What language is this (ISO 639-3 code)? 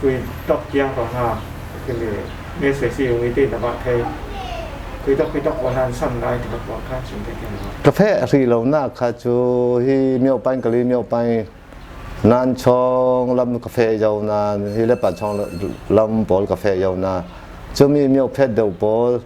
cfm